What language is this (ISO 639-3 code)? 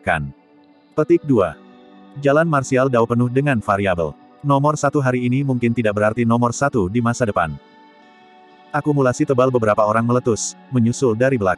ind